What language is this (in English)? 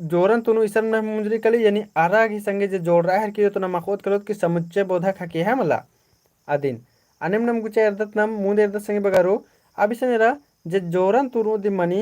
Kurukh